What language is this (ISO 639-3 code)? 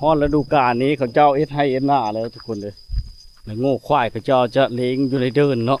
lao